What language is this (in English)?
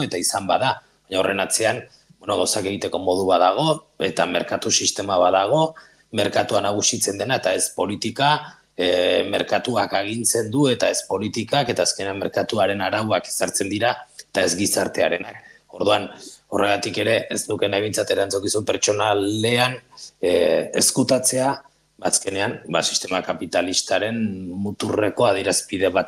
Basque